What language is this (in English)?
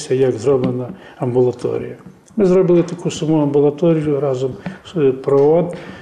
Ukrainian